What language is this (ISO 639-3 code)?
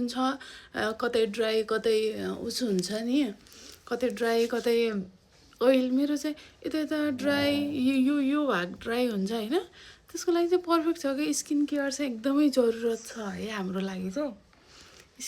nep